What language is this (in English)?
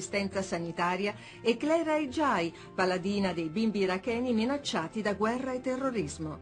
Italian